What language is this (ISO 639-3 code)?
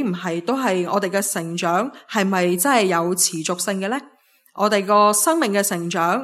yue